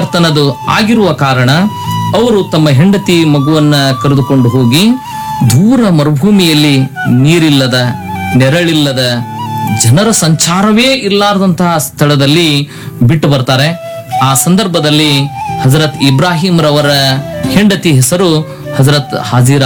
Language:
Kannada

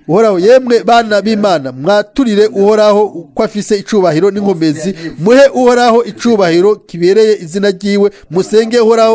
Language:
Rundi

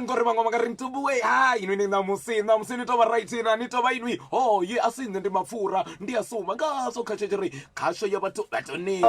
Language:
Venda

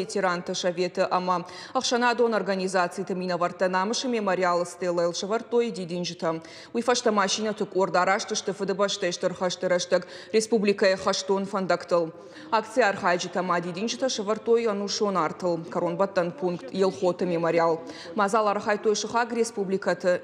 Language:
Ossetic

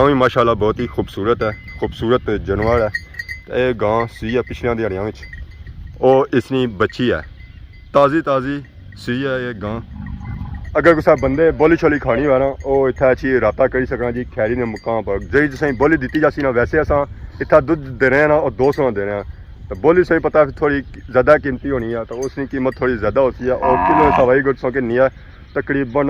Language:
Pahari-Potwari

